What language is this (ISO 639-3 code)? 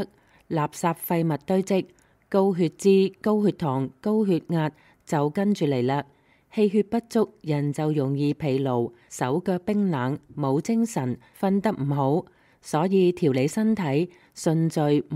yue